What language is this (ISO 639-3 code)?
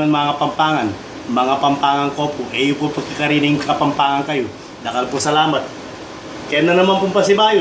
pam